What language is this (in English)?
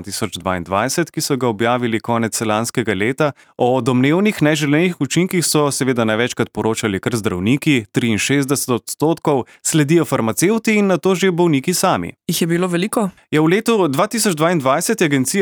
Slovenian